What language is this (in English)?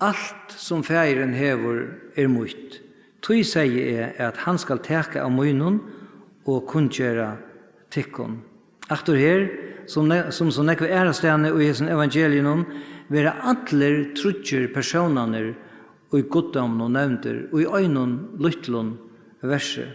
Faroese